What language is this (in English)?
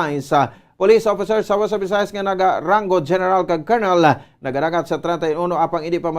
Hiligaynon